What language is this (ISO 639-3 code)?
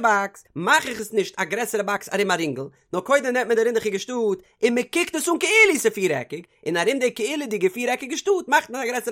yid